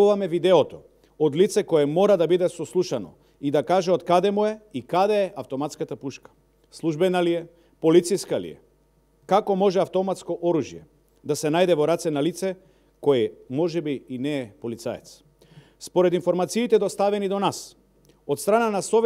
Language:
Macedonian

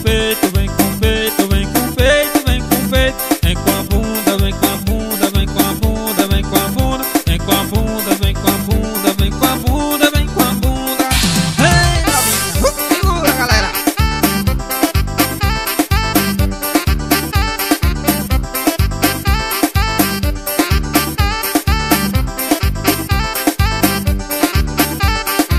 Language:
Portuguese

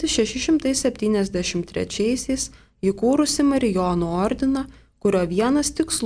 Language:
Lithuanian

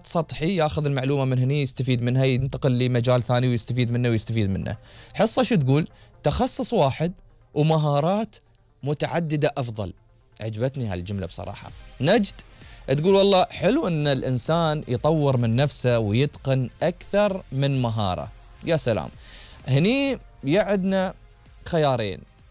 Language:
Gulf Arabic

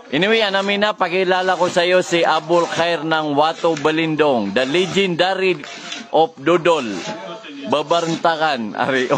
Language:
Maranao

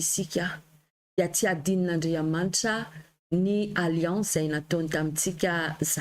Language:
Malagasy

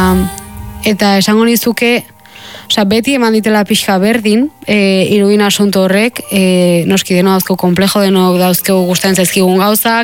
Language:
Basque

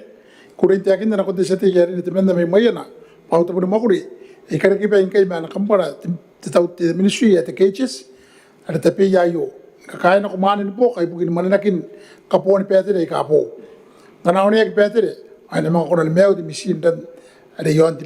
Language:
Gilbertese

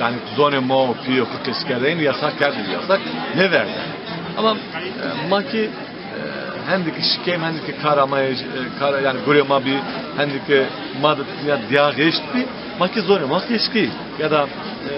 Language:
Zaza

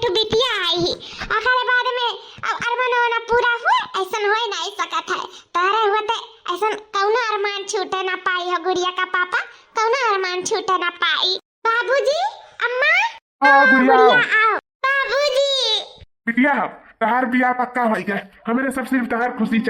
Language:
Awadhi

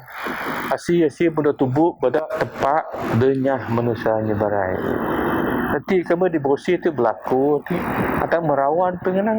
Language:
Biatah Bidayuh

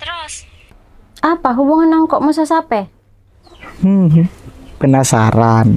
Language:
Madurese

